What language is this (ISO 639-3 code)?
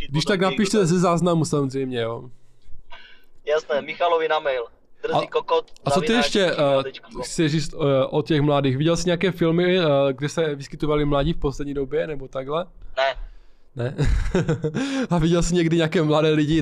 ces